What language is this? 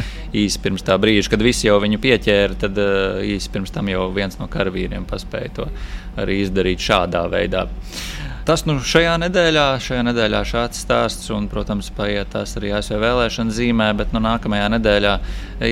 Latvian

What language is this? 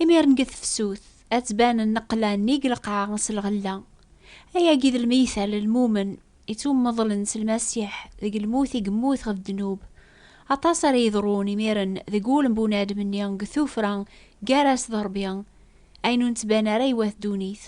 Kabyle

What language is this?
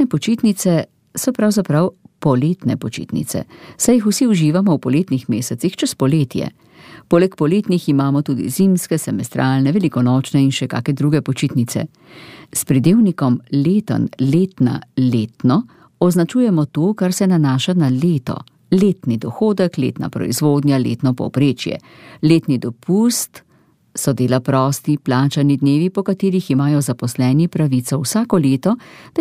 Slovenian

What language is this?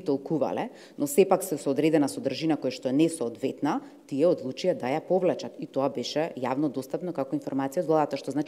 Macedonian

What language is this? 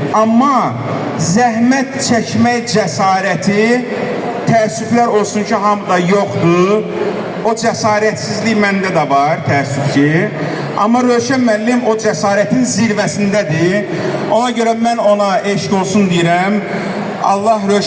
Azerbaijani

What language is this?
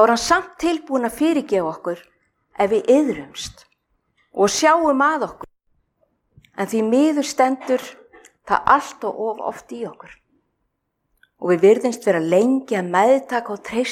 Icelandic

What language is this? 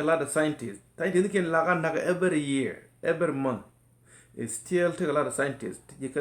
Nuer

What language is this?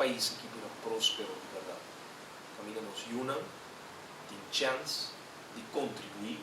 Papiamento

